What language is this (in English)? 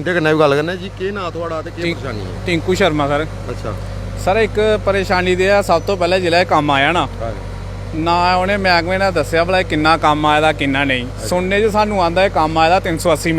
Dogri